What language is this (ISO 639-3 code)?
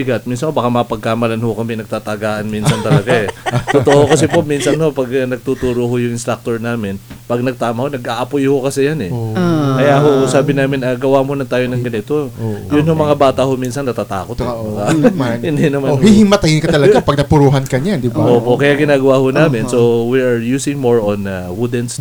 fil